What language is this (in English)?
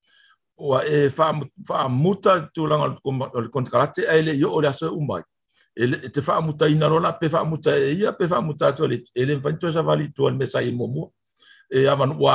Samoan